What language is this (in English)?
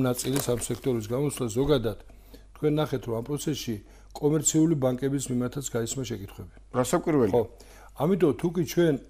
Georgian